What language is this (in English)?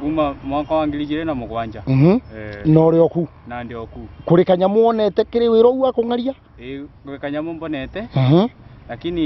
Meru